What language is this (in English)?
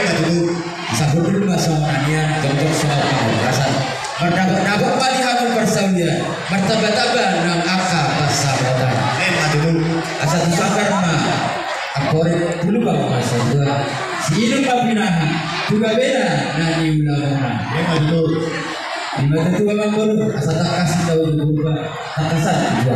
Batak Toba